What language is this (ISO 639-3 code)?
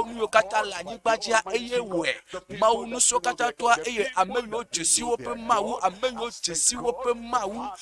ewe